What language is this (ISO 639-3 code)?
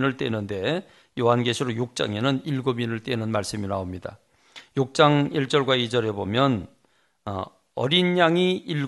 kor